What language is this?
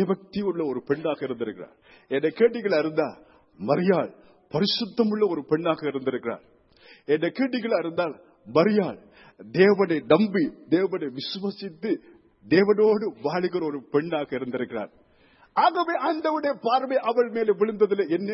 Tamil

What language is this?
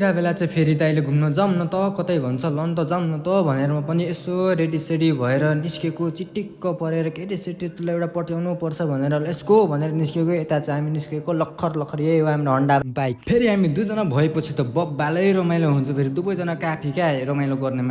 Nepali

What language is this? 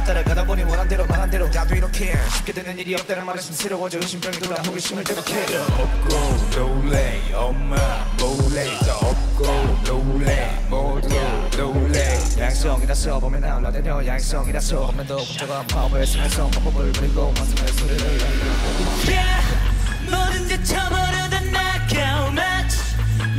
Korean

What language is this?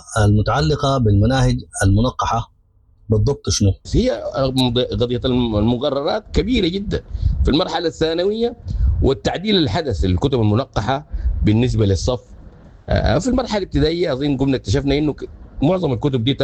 Sudanese Arabic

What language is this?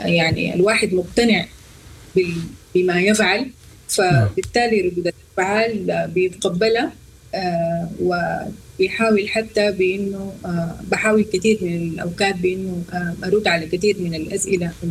Sudanese Arabic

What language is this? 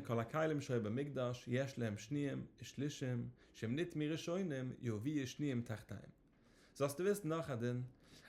Yiddish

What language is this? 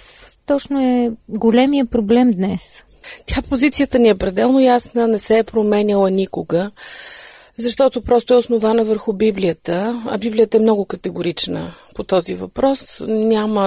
Bulgarian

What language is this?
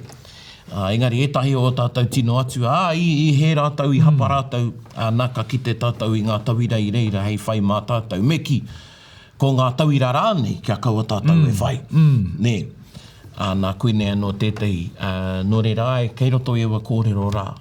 Māori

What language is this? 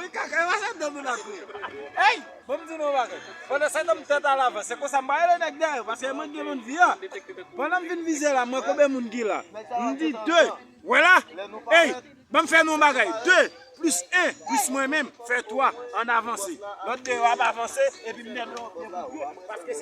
Haitian Creole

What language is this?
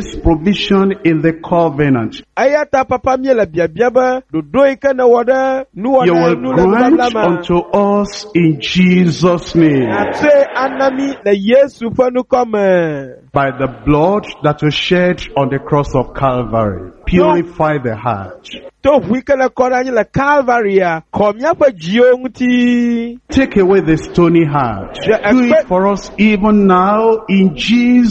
Ewe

